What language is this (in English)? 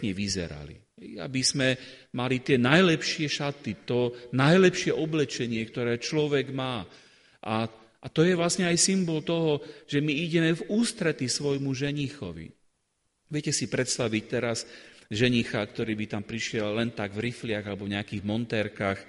Slovak